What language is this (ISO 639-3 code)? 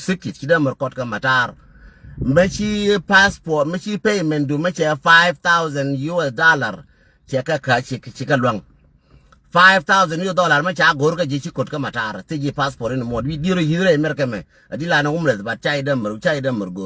nus